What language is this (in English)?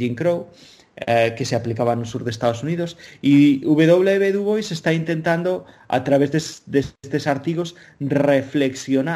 Galician